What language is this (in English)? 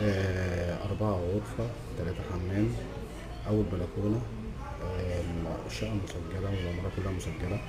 Egyptian Arabic